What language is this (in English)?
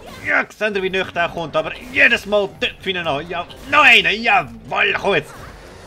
Swiss German